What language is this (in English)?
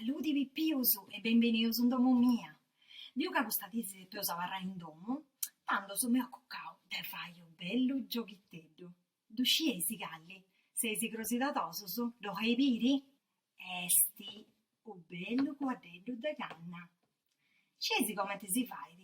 Sardinian